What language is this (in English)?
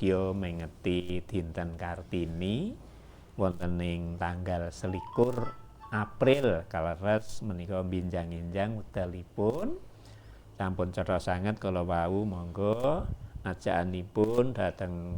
Javanese